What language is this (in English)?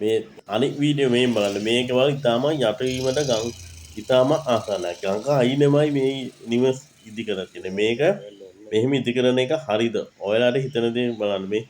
Sinhala